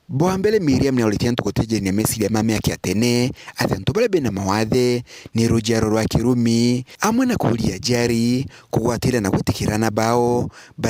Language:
Meru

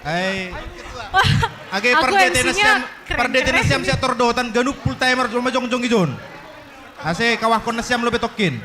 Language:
Batak Simalungun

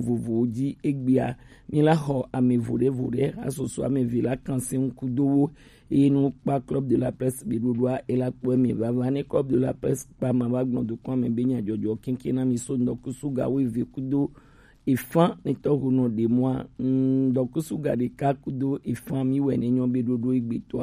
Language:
Gen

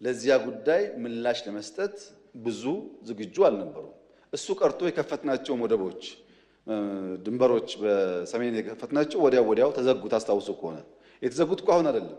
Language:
Amharic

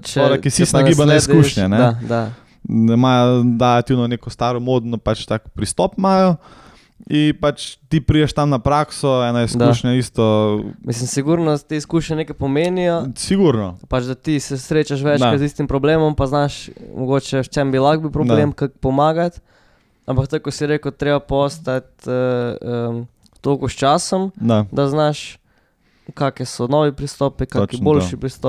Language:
Slovenian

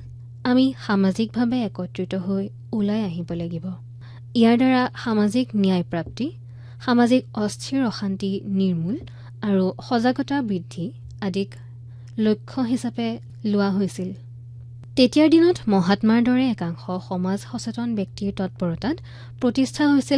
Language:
Assamese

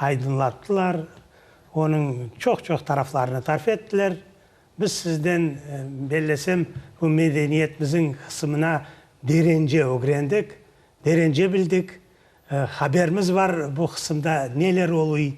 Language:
Crimean Tatar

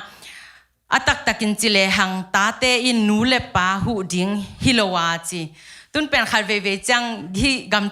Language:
Tedim Chin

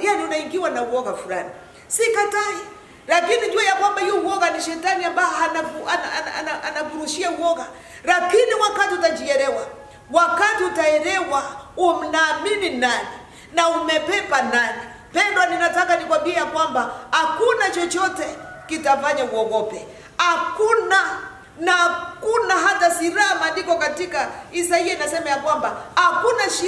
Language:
Swahili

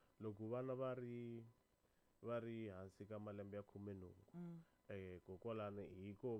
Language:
Tsonga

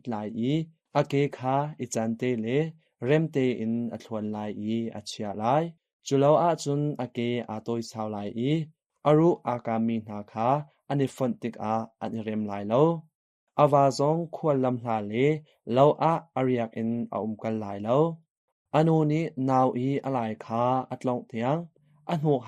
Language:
Hakha Chin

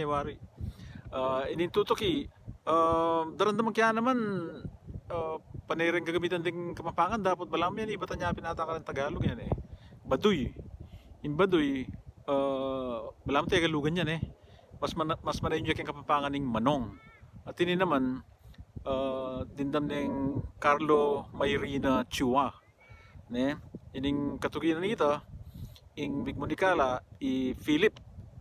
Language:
Pampanga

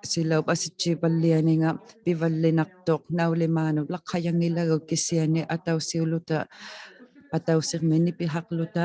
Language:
Inuktitut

